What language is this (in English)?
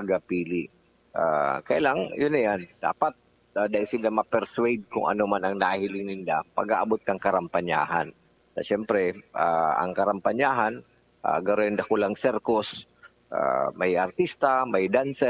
Bikol